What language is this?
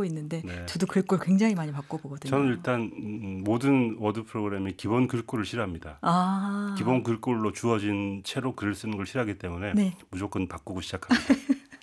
Korean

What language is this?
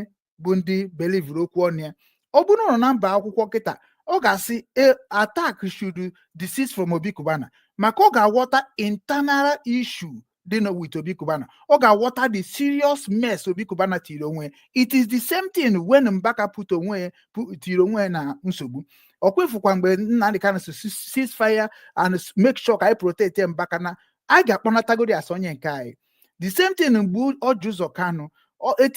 Igbo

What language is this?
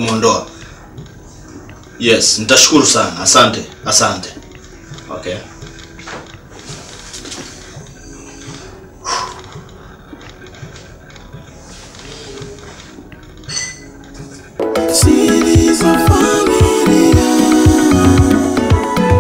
Swahili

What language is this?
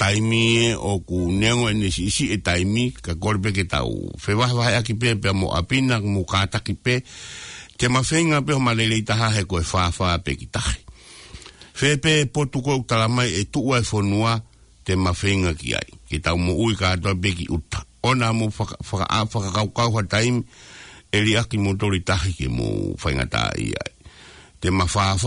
Tongan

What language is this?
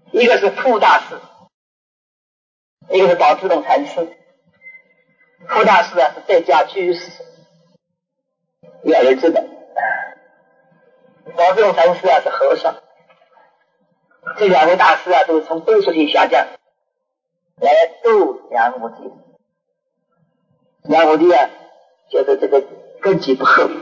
Chinese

